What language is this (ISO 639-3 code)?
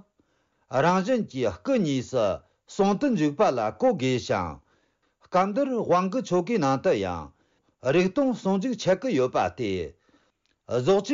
bod